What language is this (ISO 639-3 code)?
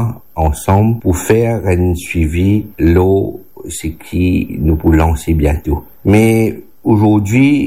mfe